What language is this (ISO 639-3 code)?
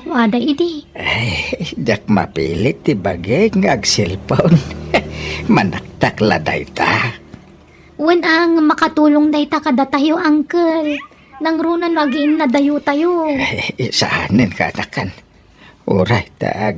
ilo